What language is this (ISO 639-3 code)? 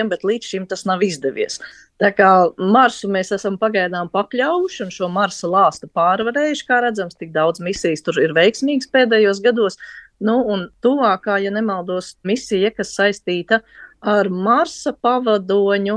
lav